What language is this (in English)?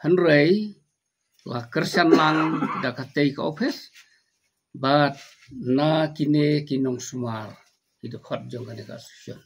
Khasi